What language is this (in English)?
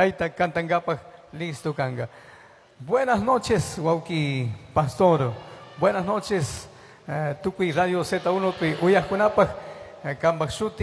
Chimborazo Highland Quichua